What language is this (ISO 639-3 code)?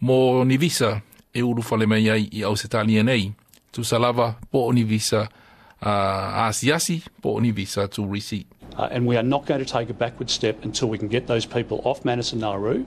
smo